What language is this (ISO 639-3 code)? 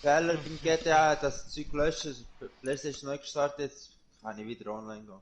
gsw